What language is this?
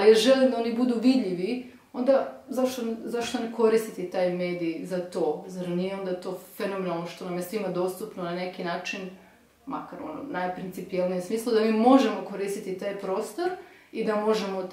Serbian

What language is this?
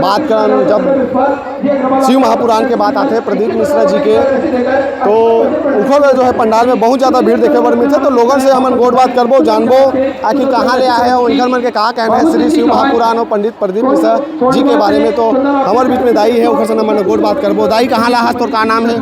Chhattisgarhi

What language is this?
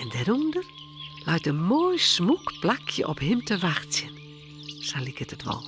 Western Frisian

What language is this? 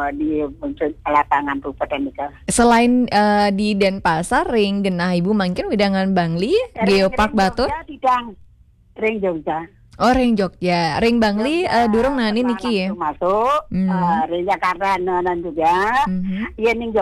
Balinese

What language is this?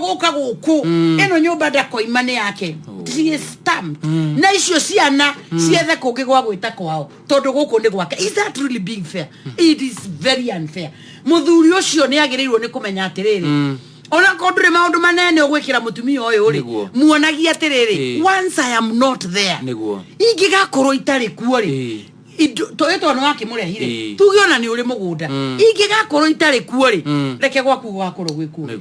Kikuyu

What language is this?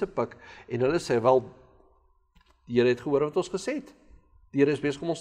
Afrikaans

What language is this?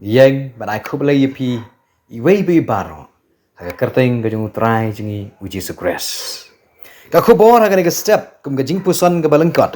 Khasi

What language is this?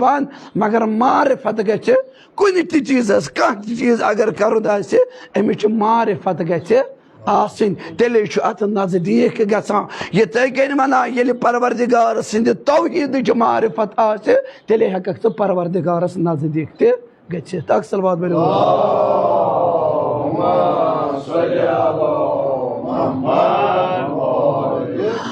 Kashmiri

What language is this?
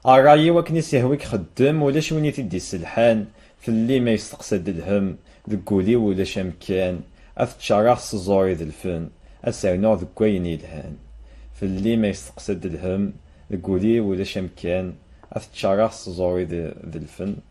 Kabyle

